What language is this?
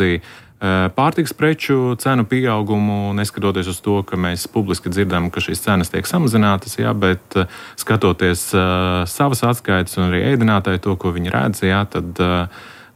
Latvian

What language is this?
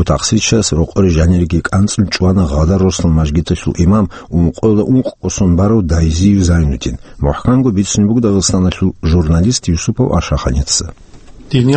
Avaric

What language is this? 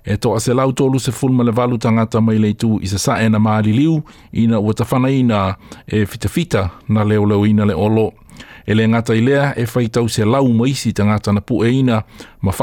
Samoan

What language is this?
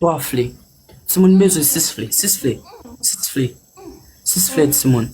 Haitian Creole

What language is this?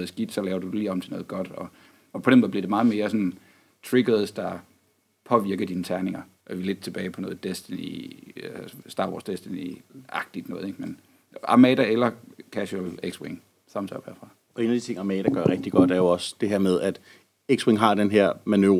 Danish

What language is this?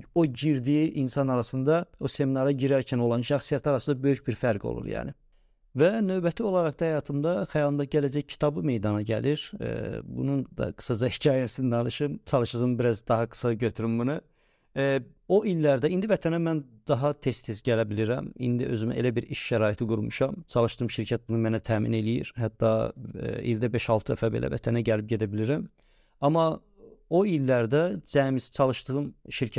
Azerbaijani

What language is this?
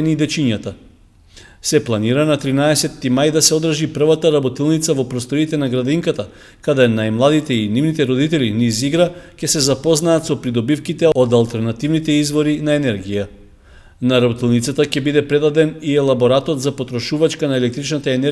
Macedonian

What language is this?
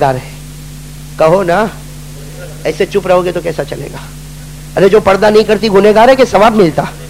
Urdu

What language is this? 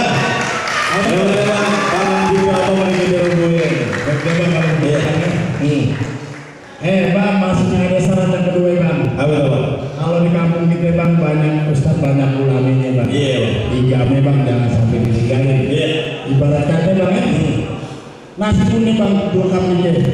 Betawi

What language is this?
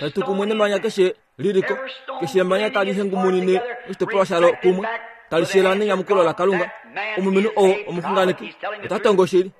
Kuanyama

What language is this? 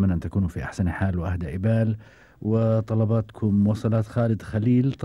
Gulf Arabic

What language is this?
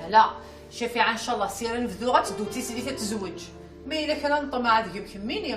Kabyle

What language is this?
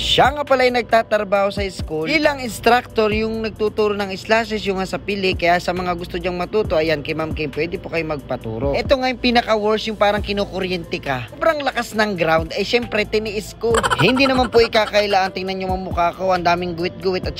Filipino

